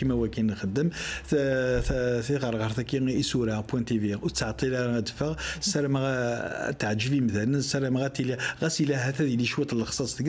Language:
Kabyle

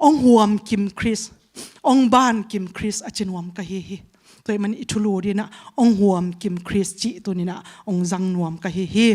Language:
Tedim Chin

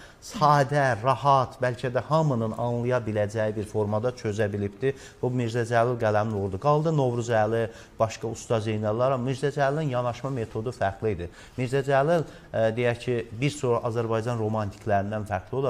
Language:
Azerbaijani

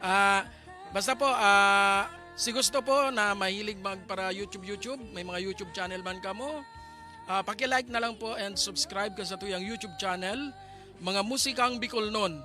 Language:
Bikol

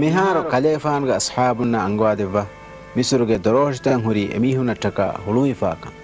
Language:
Divehi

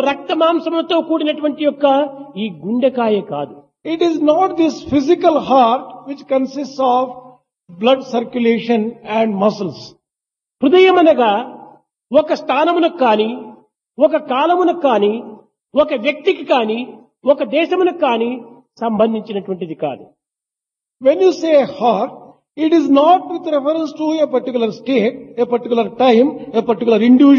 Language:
Telugu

